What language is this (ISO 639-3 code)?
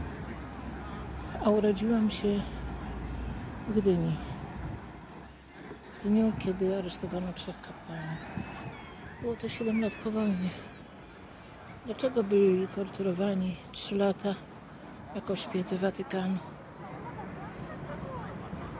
pol